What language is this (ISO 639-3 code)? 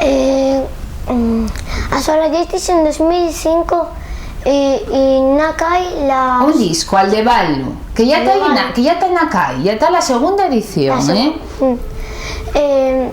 ast